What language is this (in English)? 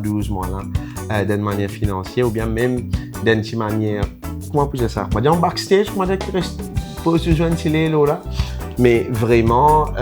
Morisyen